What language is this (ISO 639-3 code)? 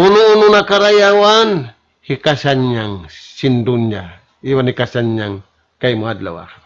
tsg